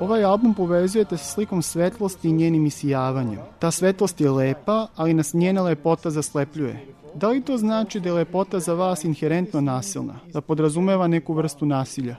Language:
Serbian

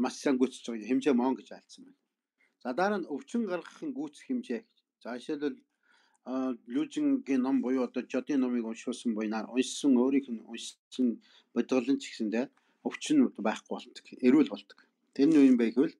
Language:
Mongolian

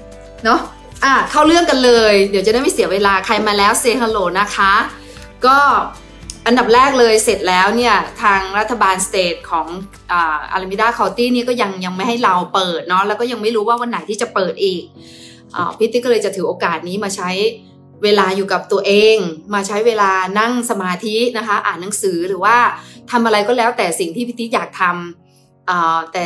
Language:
Thai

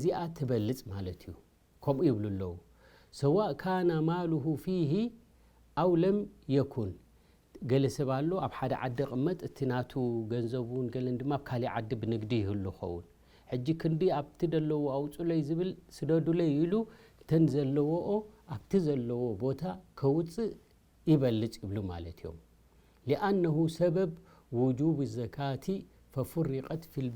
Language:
Tigrinya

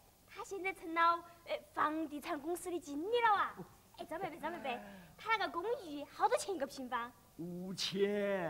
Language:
Chinese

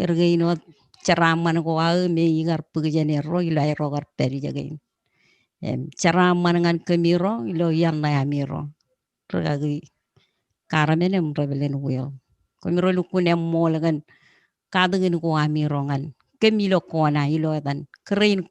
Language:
Marshallese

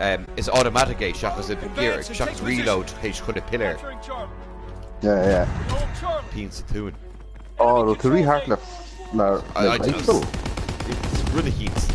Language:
Irish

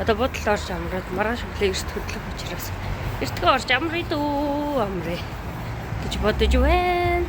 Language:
Mongolian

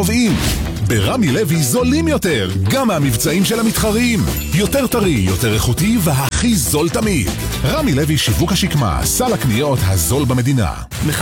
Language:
Hebrew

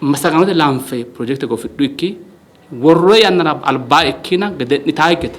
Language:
Sidamo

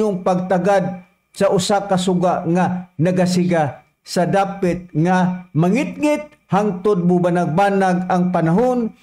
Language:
Cebuano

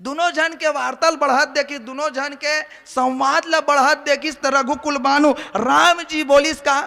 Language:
Chhattisgarhi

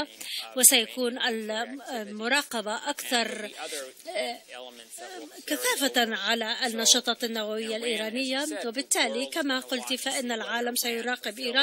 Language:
Arabic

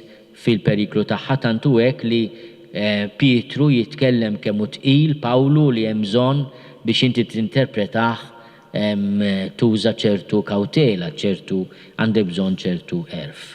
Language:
Maltese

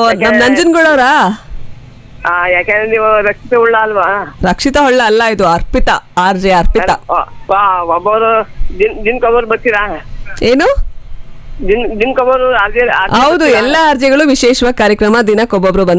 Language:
Kannada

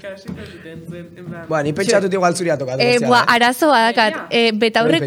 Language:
Basque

